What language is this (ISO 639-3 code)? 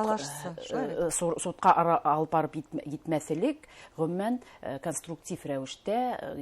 bak